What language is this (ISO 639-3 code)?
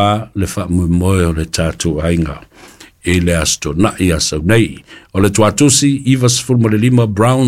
smo